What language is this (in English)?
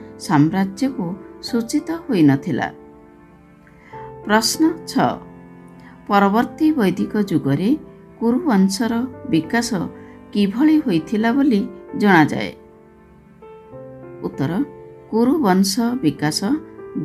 Odia